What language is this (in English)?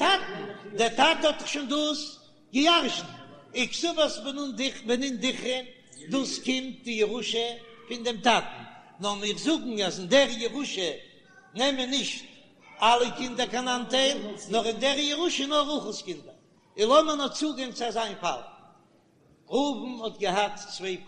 Yiddish